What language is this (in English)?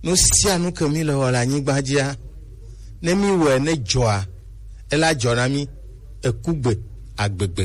Gen